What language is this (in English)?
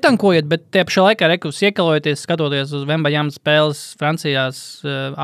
Latvian